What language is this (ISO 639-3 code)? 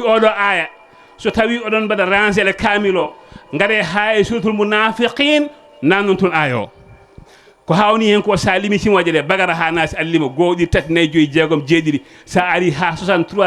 ful